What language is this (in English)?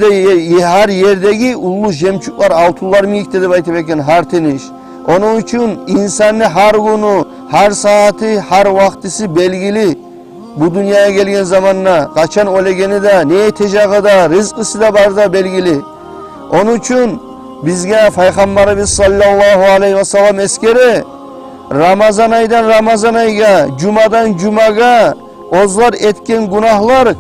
Kumyk